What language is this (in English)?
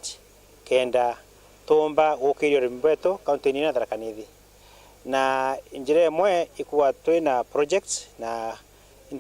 Meru